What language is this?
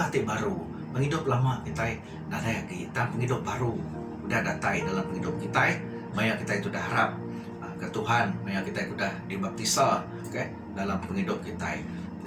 Iban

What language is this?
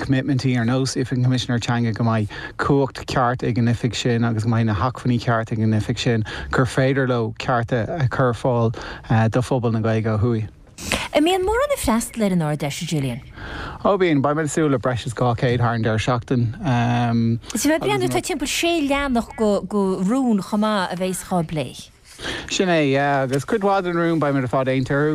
Irish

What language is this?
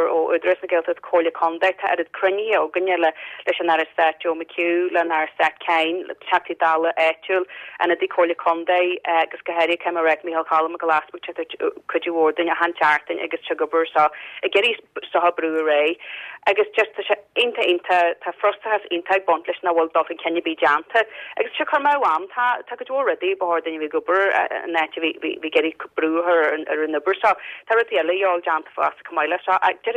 Irish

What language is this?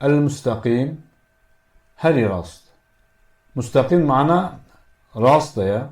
Kurdish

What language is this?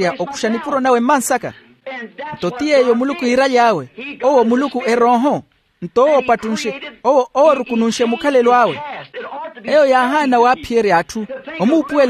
Makhuwa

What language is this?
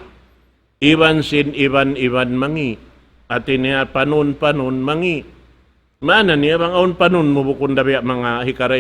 Tausug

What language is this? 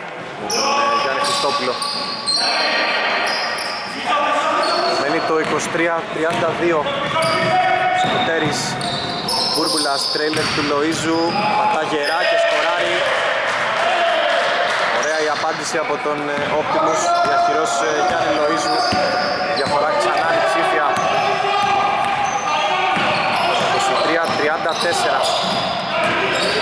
Greek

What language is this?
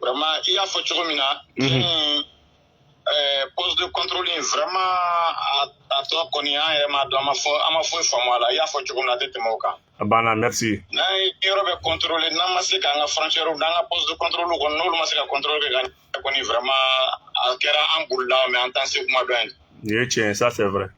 Bambara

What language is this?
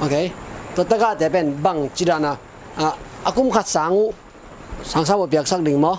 Tedim Chin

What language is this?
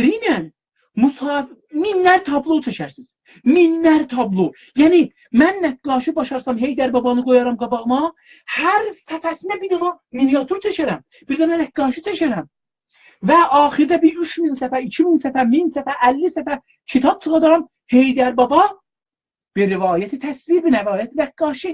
South Azerbaijani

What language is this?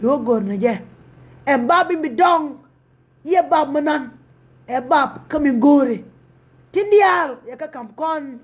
Nuer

